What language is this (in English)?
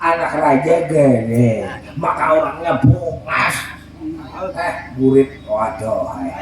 Banjar